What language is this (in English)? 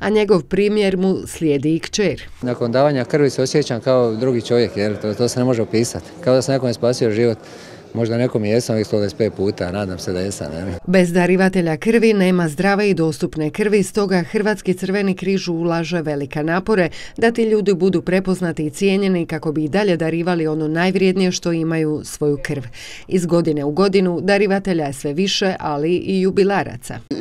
Croatian